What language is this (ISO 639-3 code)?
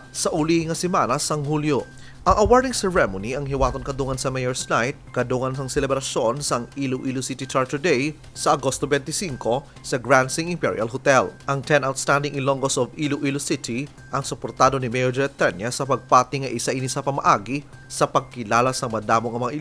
hil